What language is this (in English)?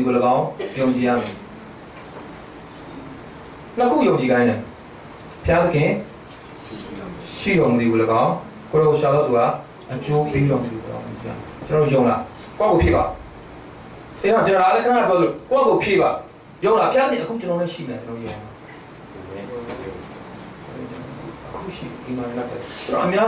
Burmese